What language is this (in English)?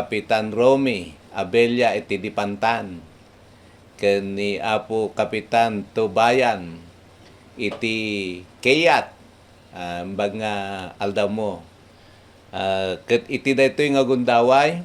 Iloko